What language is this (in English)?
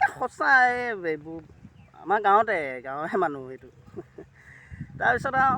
Assamese